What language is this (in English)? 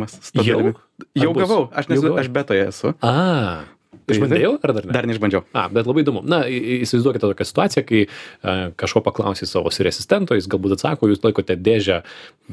Lithuanian